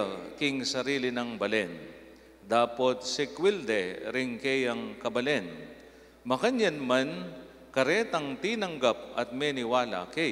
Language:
Pampanga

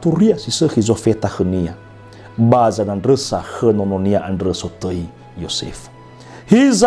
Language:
Nias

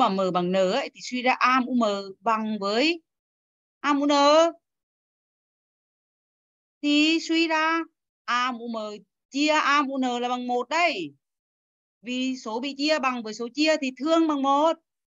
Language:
Vietnamese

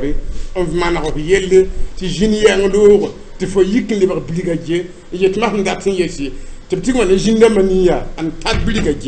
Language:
Mossi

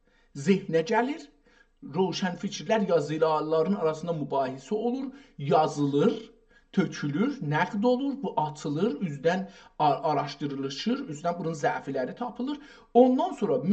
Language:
South Azerbaijani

